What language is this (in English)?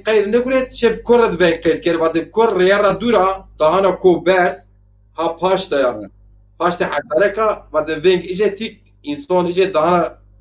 Zaza